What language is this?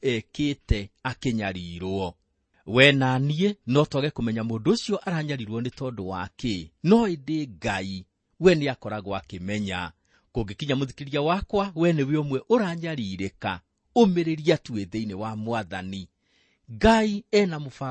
Kikuyu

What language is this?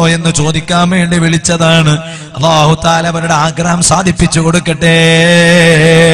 Malayalam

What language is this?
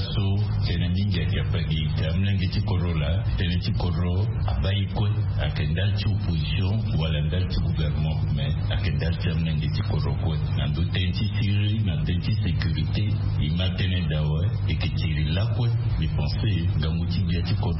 Sango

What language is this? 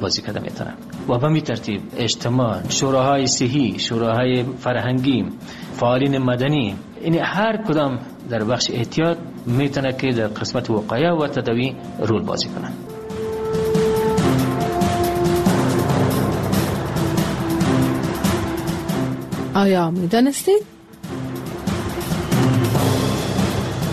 Persian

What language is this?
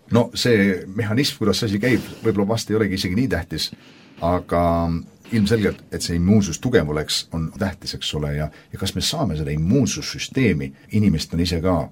Estonian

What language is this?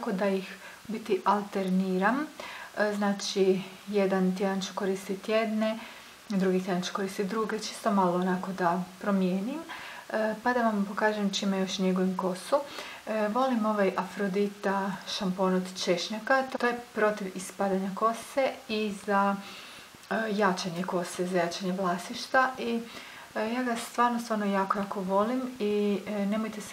Croatian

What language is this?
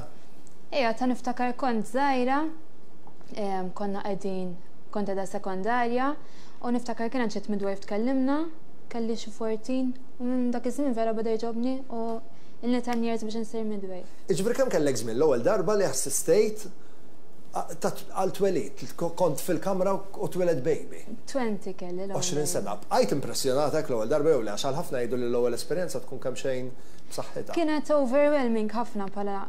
Maltese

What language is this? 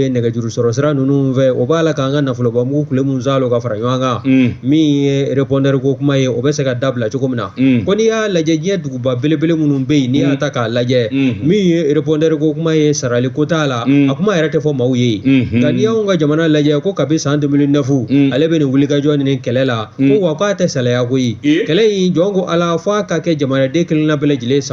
Bambara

